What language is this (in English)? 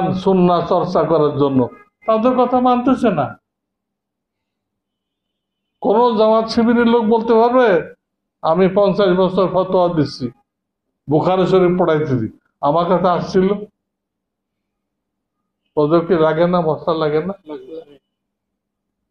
Bangla